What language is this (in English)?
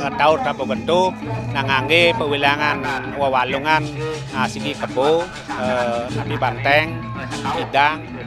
Balinese